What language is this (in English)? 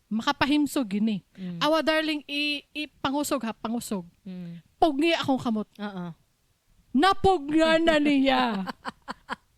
Cebuano